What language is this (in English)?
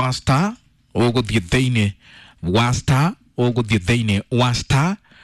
Kikuyu